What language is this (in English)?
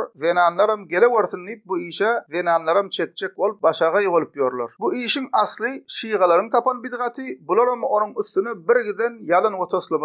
Turkmen